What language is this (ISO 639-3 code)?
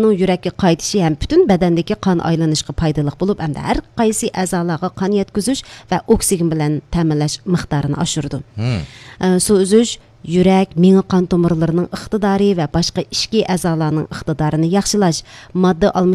uig